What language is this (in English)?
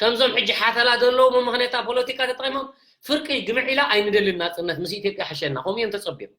Tigrinya